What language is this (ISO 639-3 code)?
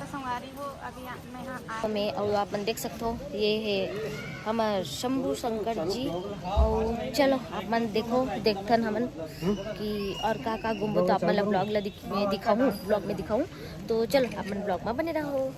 hne